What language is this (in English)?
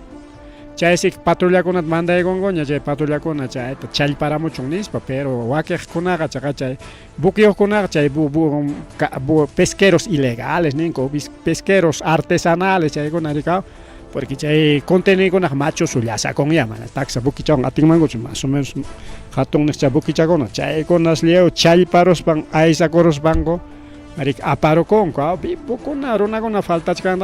Ayacucho Quechua